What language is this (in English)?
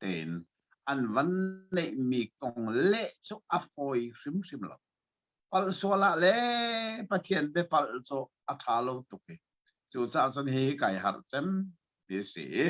Hakha Chin